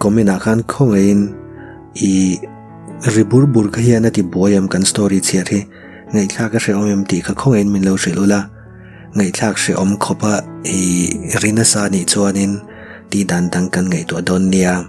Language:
Mizo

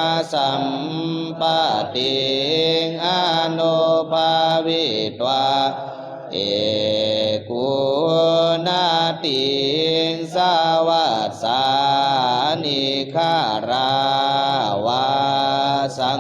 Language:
Pali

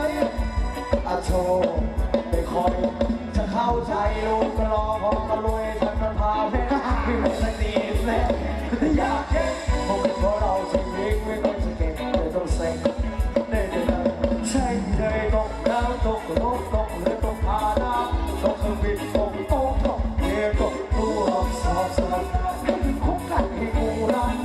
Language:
Thai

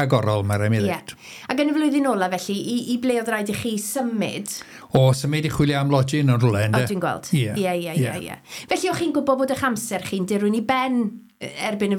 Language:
Welsh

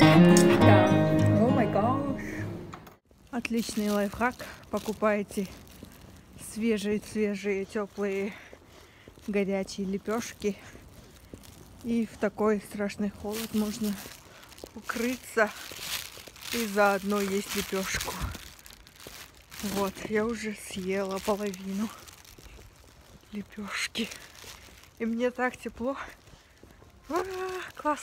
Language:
Russian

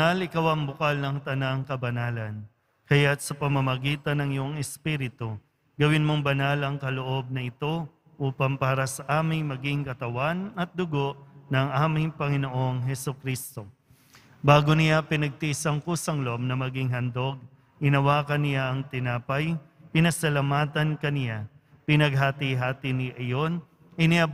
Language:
Filipino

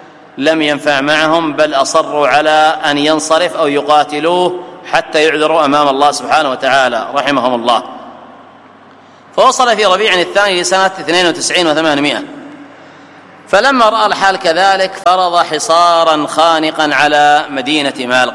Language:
Arabic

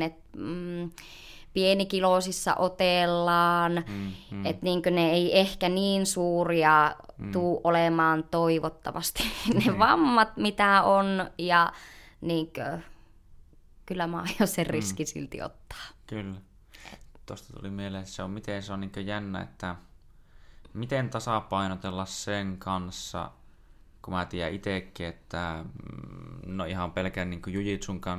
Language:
Finnish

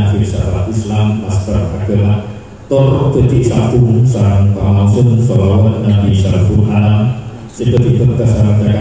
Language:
Madurese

